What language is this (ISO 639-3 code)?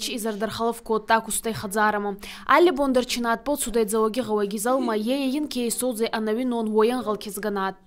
oss